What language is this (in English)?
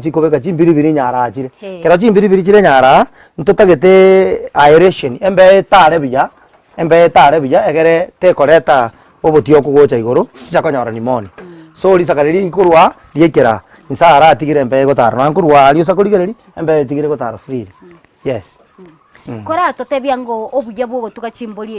Gusii